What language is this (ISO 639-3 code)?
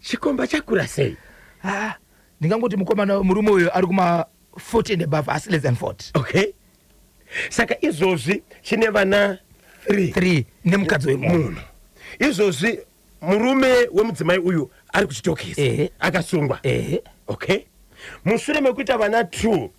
sna